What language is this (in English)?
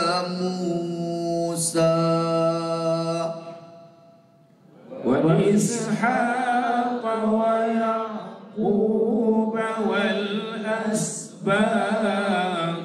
Malay